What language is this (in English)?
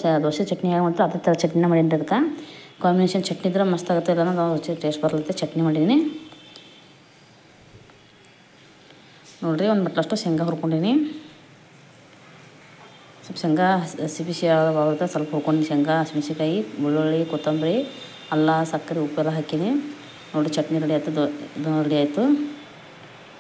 Kannada